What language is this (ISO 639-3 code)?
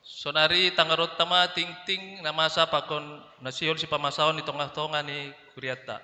bts